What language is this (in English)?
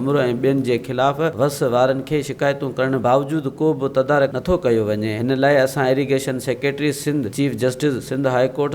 Sindhi